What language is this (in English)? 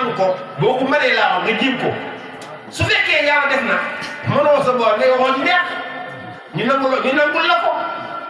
Wolof